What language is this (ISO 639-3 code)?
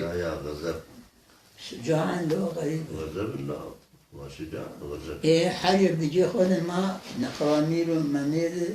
kur